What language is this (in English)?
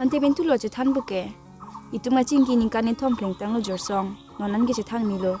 Karbi